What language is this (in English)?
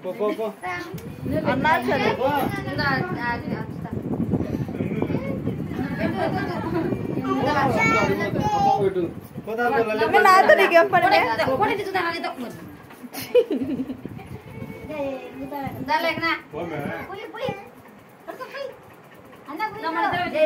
Telugu